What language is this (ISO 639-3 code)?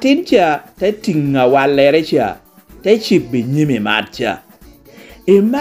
laj